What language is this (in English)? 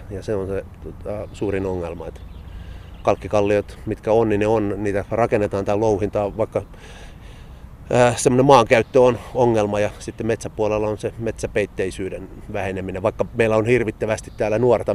Finnish